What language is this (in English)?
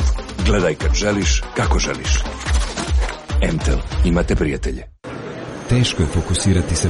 Serbian